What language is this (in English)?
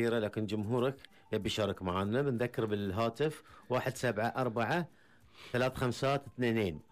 Gulf Arabic